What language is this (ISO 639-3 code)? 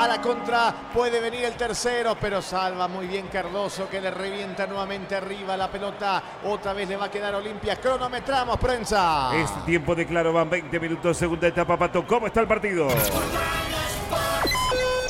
spa